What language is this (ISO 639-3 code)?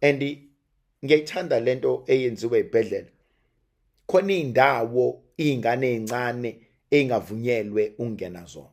zul